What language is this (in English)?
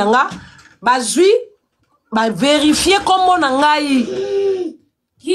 Lingala